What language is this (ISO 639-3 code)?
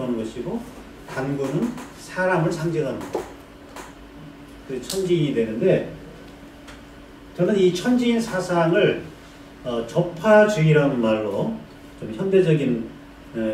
kor